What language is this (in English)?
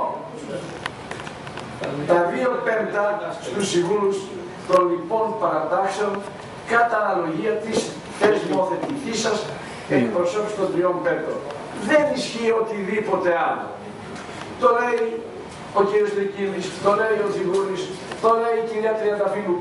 Greek